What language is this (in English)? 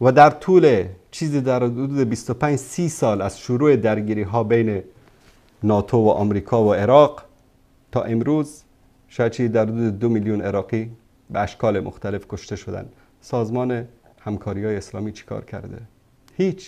Tajik